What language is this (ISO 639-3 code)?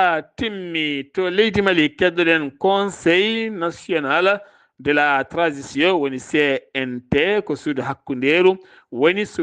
ful